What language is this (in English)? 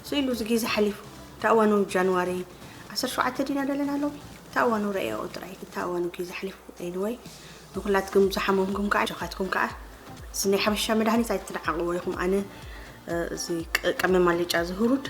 Tigrinya